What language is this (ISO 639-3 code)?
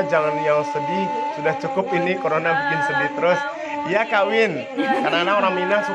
min